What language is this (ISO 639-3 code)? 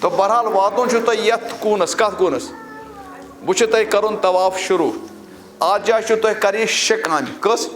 kas